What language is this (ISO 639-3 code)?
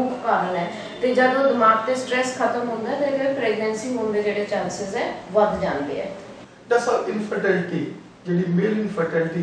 pan